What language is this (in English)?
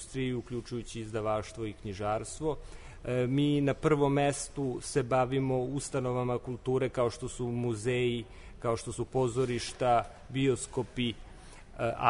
Serbian